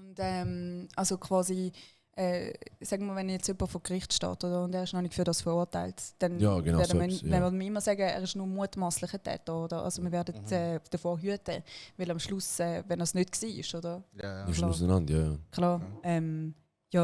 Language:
Swiss German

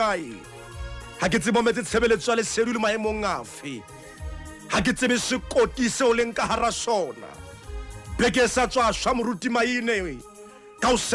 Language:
Southern Sotho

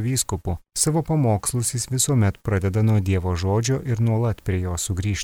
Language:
Lithuanian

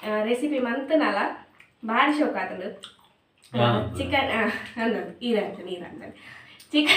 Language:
Tulu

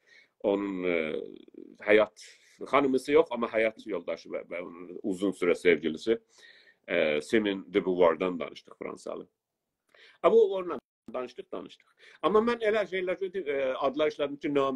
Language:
South Azerbaijani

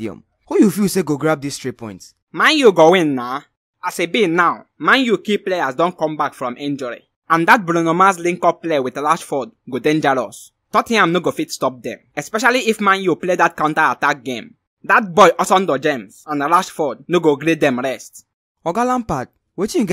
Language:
Nigerian Pidgin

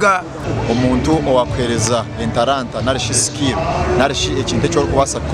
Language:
Nyankole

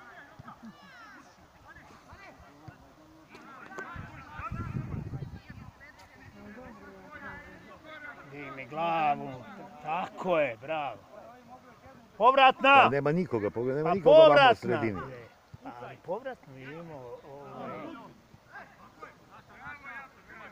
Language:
Serbian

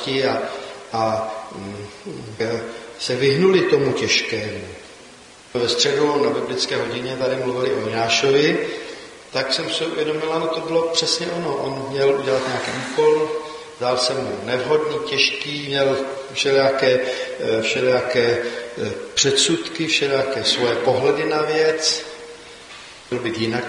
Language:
Czech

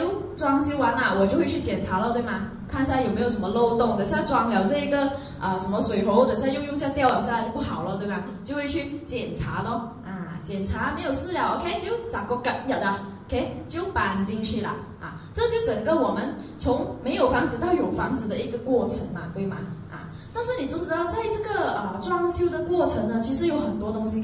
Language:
Chinese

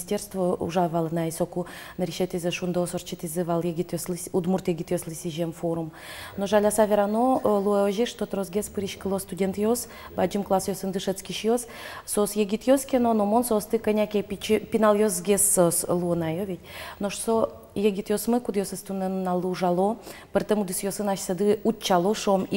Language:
Udmurt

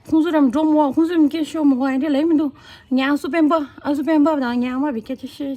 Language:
Tibetan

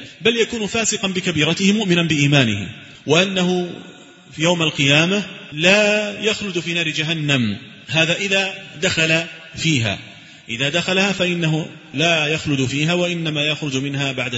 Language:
Arabic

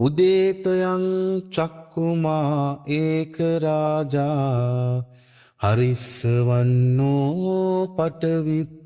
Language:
Pali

